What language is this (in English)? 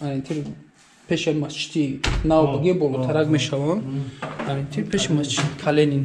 Tajik